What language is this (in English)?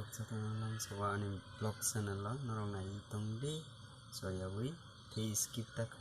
Kok Borok